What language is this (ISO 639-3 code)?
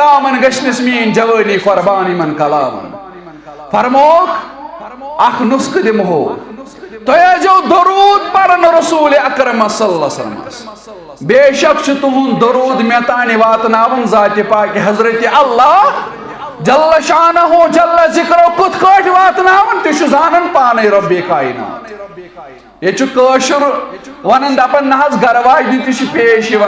kas